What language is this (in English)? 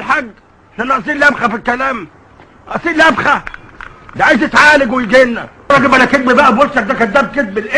Egyptian Arabic